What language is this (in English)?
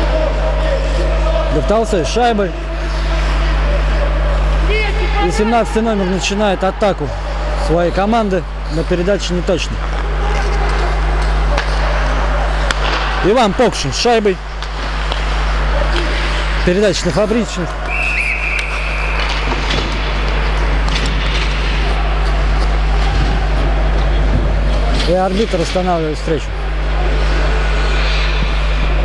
Russian